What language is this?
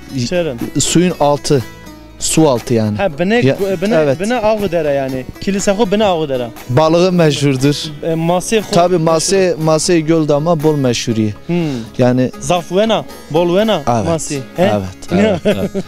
Zaza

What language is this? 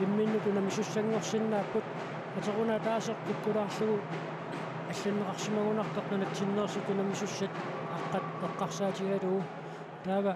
Kalaallisut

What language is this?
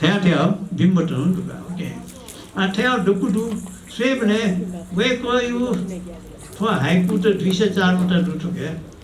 Newari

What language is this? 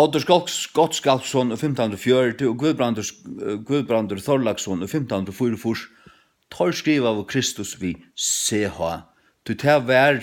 Faroese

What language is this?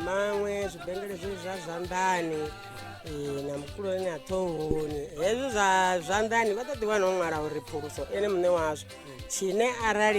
Venda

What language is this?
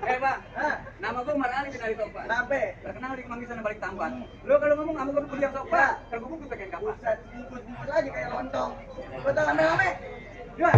Betawi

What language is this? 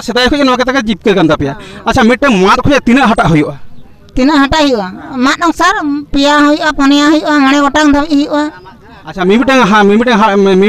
Santali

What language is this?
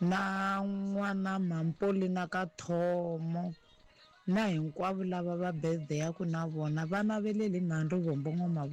Tsonga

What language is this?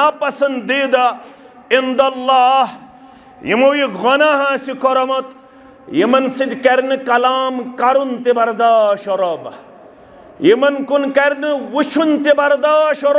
Kashmiri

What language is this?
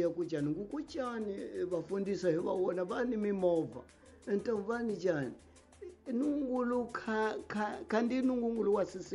Tsonga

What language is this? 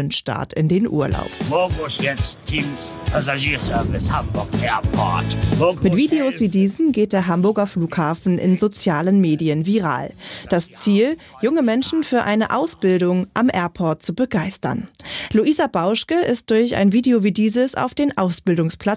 German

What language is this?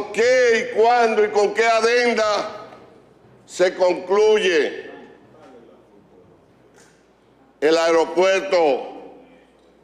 Spanish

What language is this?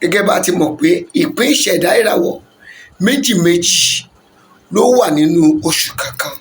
Yoruba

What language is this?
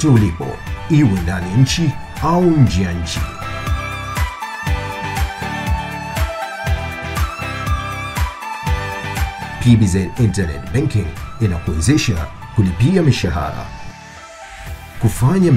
Swahili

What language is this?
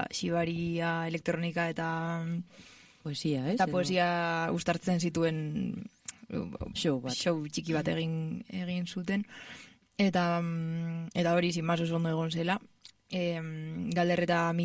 Basque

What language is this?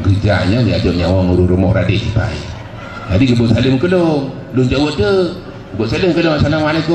Achinese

